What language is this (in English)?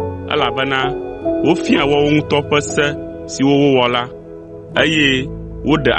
Ewe